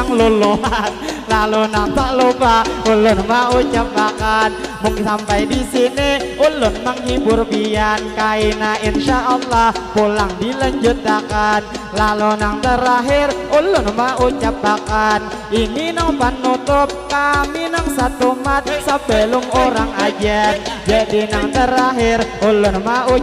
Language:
Banjar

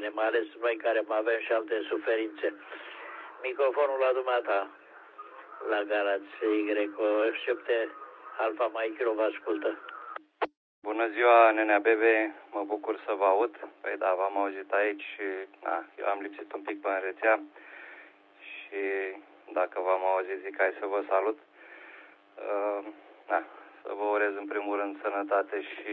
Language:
Romanian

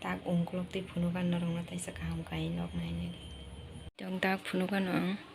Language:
Kok Borok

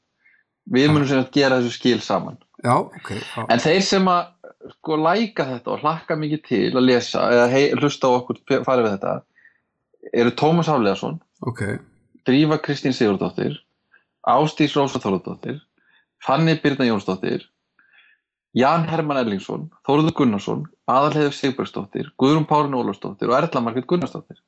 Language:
Icelandic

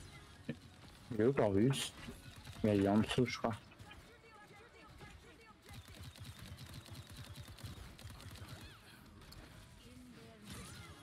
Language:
French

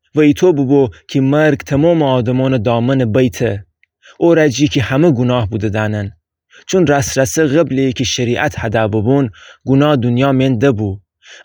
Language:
Gilaki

